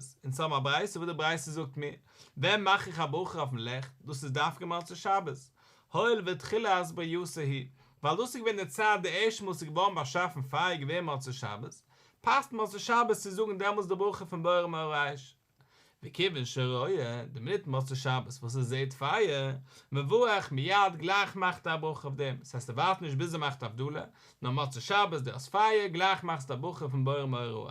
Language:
Yiddish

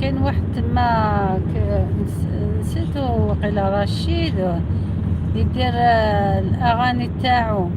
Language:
Algerian Arabic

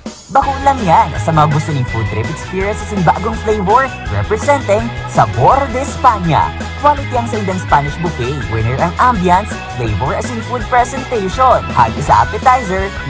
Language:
Bikol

